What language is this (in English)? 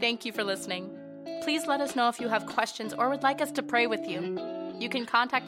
English